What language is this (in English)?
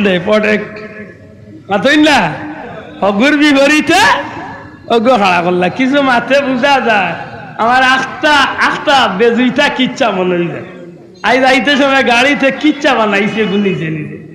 Sylheti